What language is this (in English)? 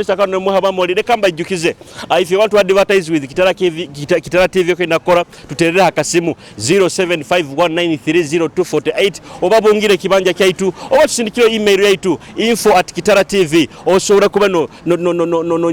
Tooro